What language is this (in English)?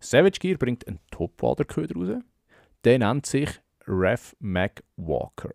Swiss German